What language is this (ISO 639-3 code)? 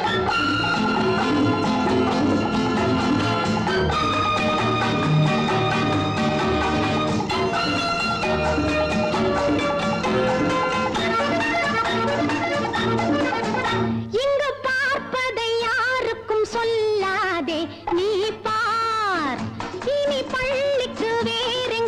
tam